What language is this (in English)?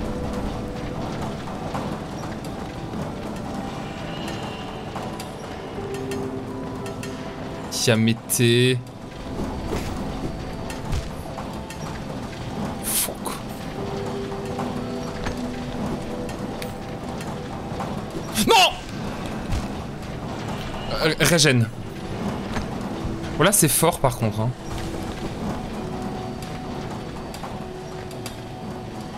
French